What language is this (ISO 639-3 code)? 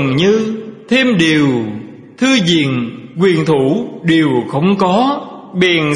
vie